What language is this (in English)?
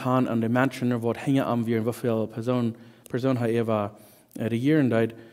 Plautdietsch